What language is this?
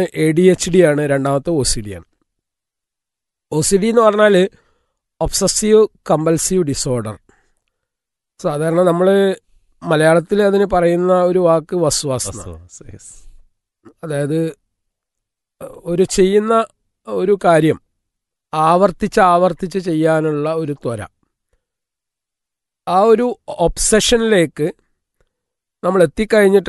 Malayalam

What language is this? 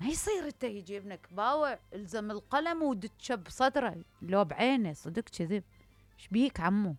Mesopotamian Arabic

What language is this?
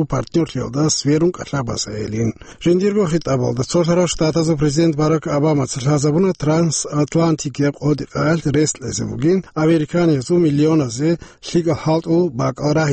Avaric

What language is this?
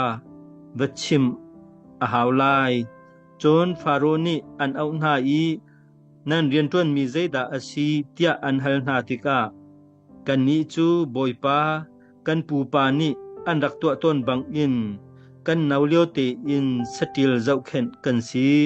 Hakha Chin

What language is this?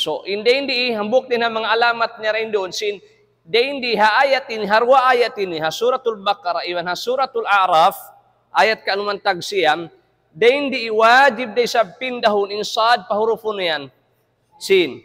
Tausug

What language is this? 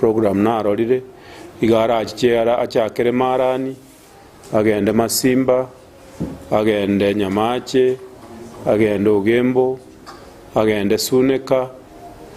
Gusii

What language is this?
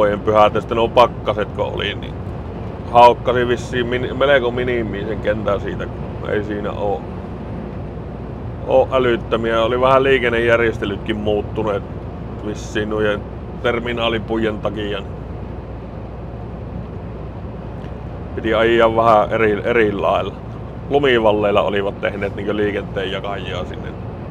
Finnish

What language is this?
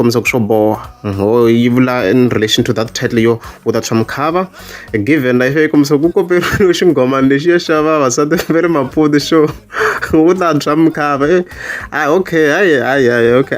Tsonga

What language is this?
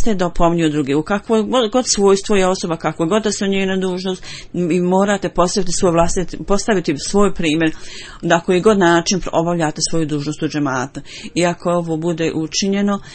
Bosnian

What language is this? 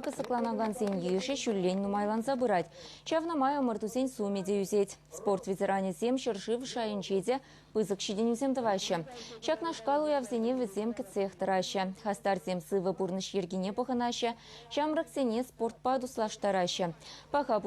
Chuvash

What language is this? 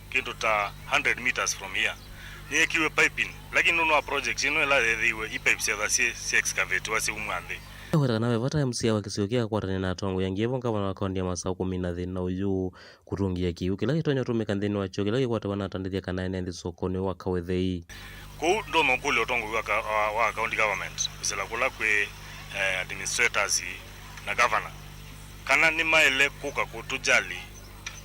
Kamba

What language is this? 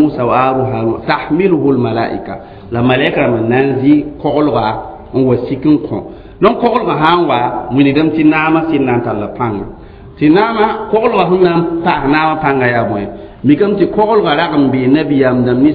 Mossi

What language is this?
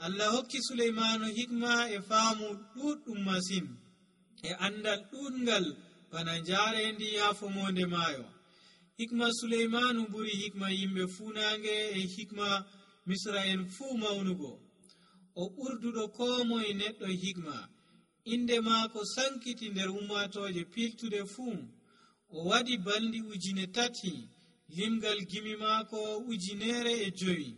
Nigerian Fulfulde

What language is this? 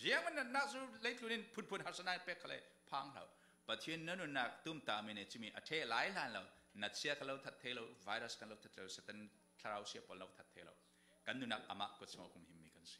Falam Chin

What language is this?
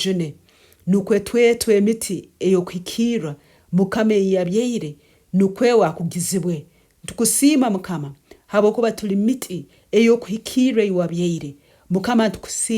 Nyankole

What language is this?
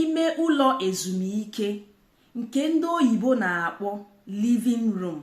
Igbo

